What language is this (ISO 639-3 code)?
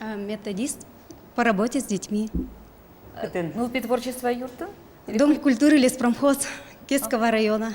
udm